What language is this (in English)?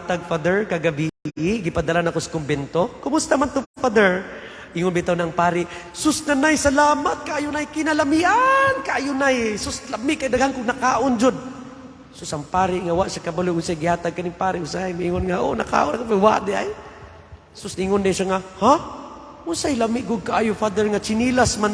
Cebuano